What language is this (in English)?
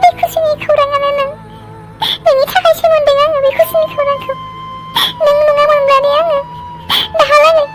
Bodo